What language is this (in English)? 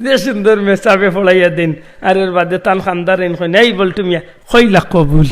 Sylheti